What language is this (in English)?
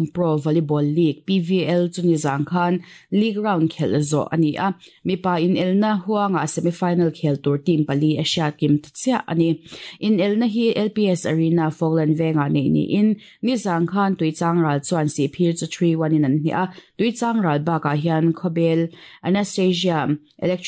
Mizo